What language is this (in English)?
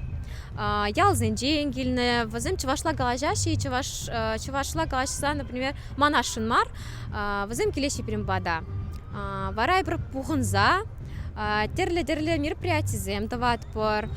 Chuvash